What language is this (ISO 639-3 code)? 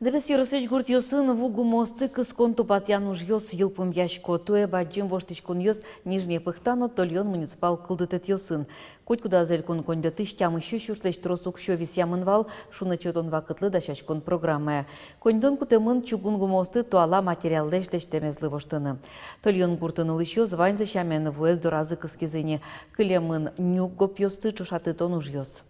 udm